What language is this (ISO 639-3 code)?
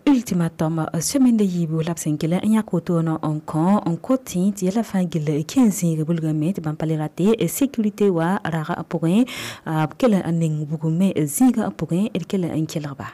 mos